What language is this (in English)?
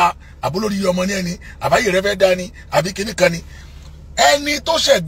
Yoruba